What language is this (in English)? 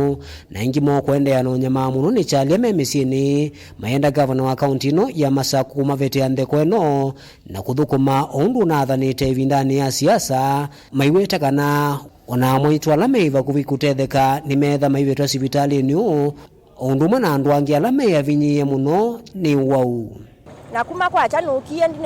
Kamba